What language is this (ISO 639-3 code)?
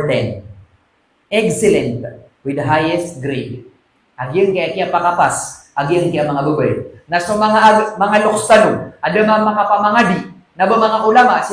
mrw